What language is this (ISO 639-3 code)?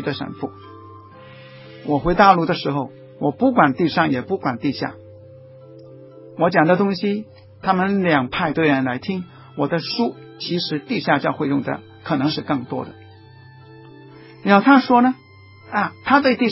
zho